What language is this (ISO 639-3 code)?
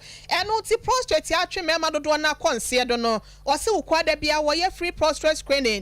aka